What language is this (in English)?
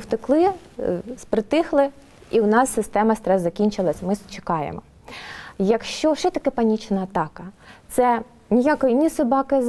Ukrainian